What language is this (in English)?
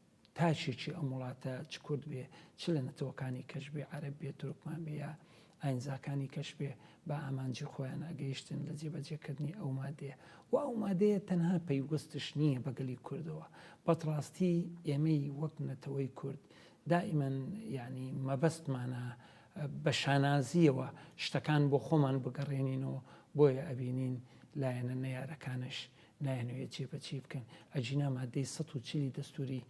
Central Kurdish